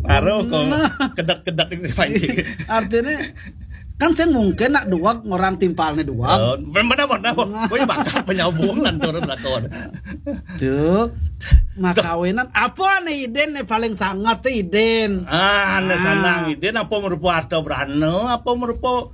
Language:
Balinese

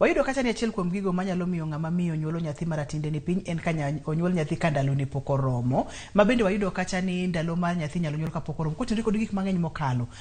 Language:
Luo (Kenya and Tanzania)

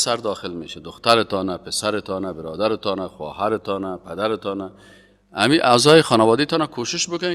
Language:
Persian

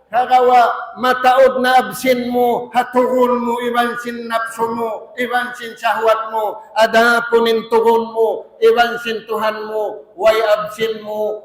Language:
Tausug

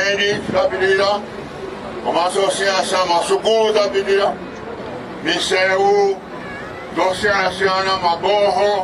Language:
Nyanja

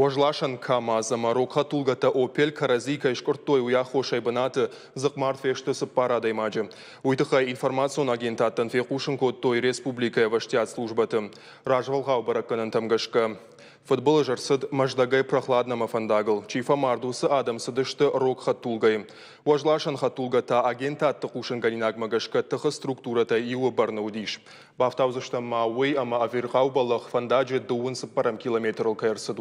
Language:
Ossetic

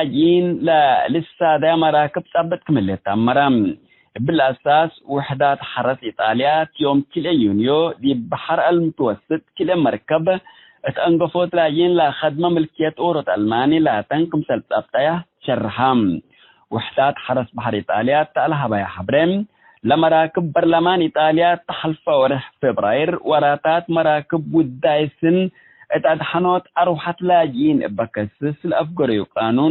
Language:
Tigre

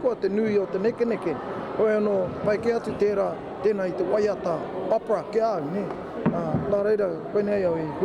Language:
Māori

